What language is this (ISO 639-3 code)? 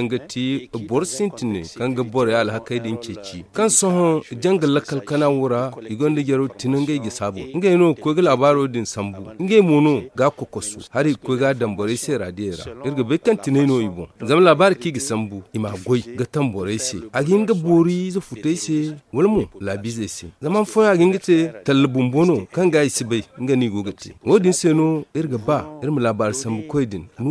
dje